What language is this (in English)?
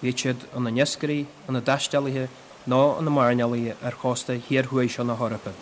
Irish